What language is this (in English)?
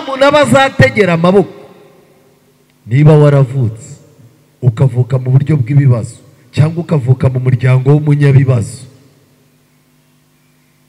Kinyarwanda